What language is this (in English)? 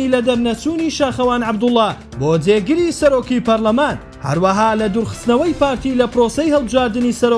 Central Kurdish